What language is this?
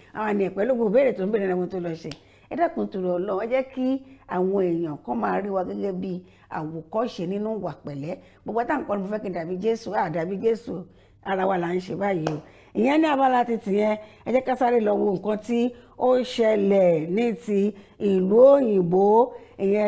Yoruba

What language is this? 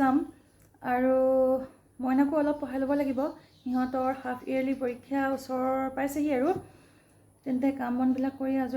Assamese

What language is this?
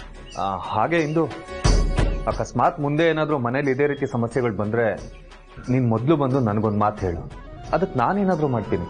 Kannada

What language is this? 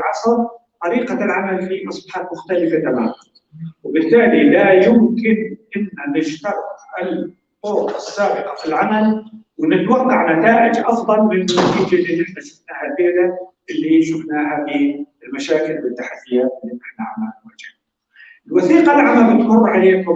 North Levantine Arabic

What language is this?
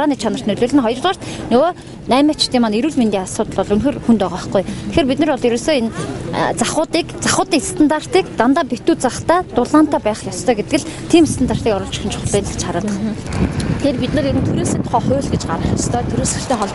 Mongolian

